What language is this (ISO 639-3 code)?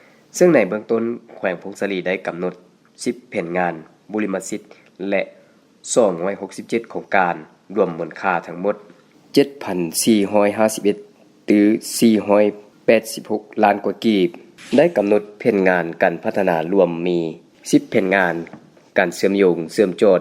lao